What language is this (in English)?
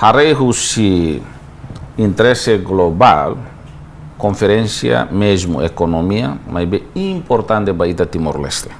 Tetum